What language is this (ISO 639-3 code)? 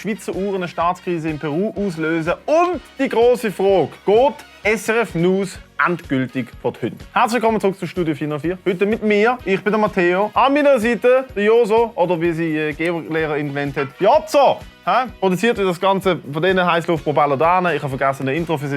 gsw